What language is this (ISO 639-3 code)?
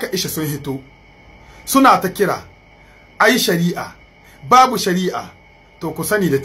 hau